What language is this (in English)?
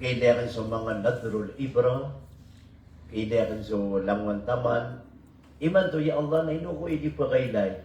Maranao